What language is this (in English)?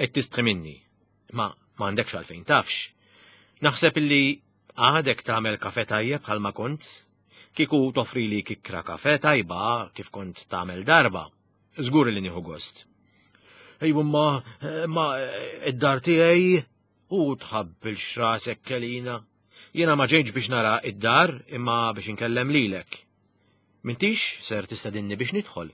Maltese